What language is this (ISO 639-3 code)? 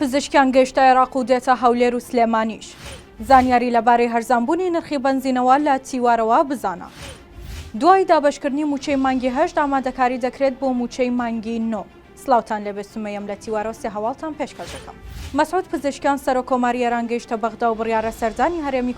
ckb